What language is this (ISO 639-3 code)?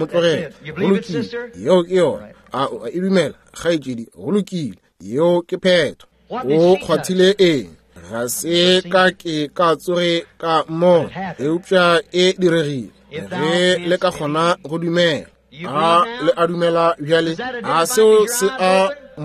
nso